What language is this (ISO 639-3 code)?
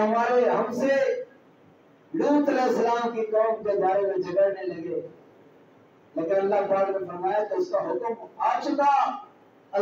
urd